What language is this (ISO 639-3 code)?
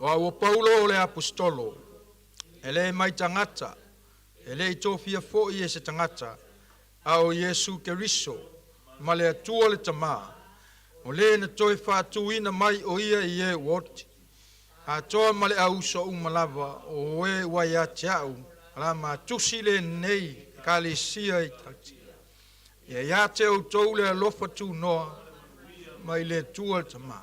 smo